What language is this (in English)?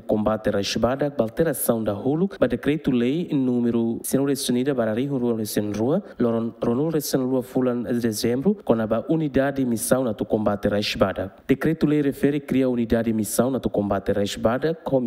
Tetum